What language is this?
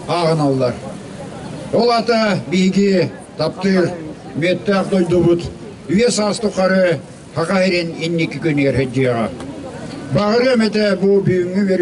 Yakut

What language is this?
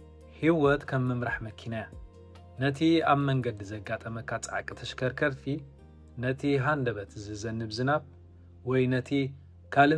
Tigrinya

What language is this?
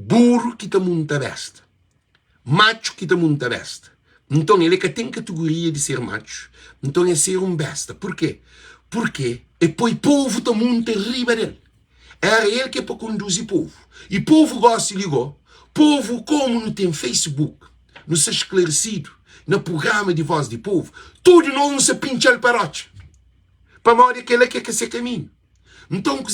Kabuverdianu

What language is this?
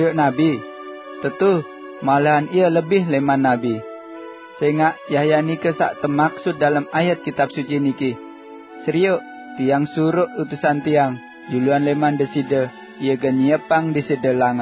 Sasak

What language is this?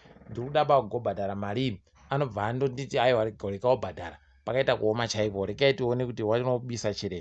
Ndau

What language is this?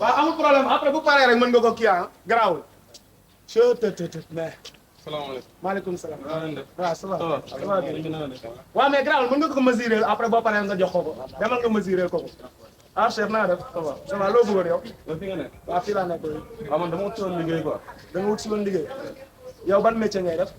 Wolof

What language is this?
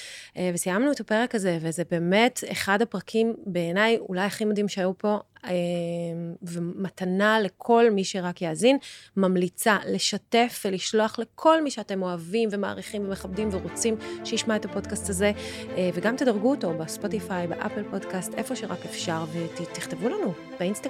Hebrew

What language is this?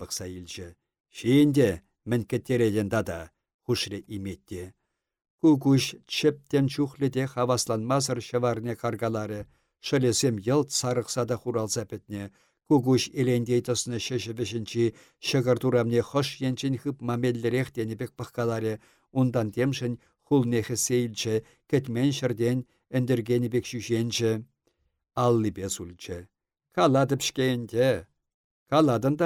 Chuvash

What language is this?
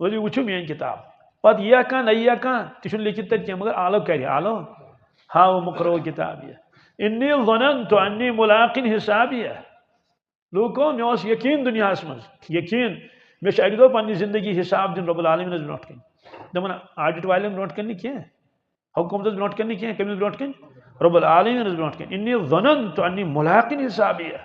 Kashmiri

